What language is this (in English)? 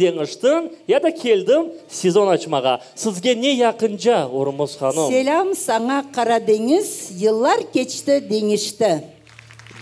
Crimean Tatar